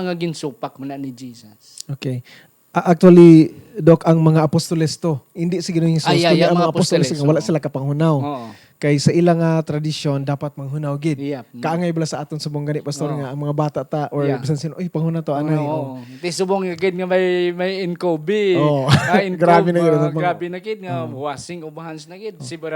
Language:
Hiligaynon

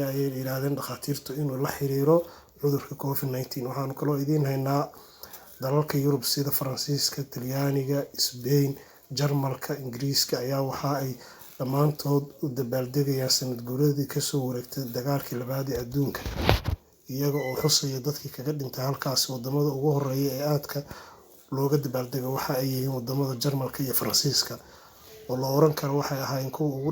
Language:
Somali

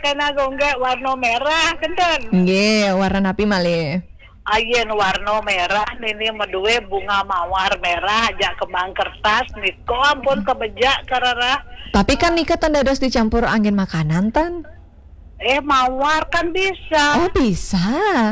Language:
Balinese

